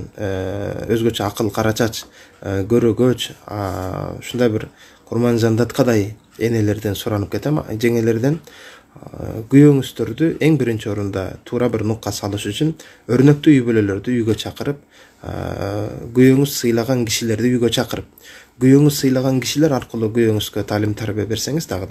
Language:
Kyrgyz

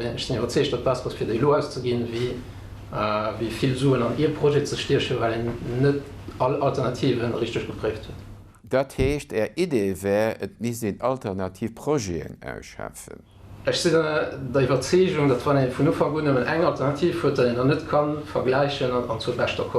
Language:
Luxembourgish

